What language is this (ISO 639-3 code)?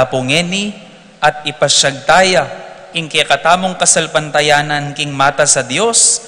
pam